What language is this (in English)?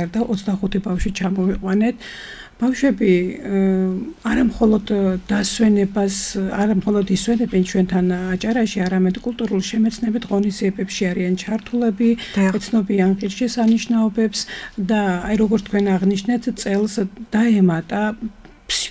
Georgian